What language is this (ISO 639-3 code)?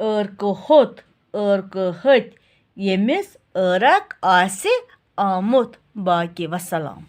kas